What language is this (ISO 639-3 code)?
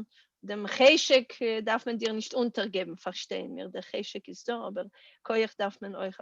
yid